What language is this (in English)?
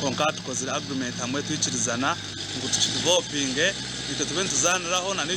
Nyankole